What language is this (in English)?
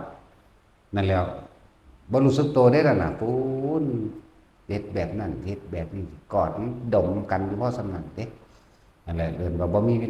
Northeastern Thai